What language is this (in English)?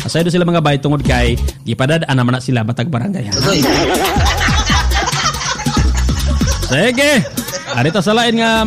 Cebuano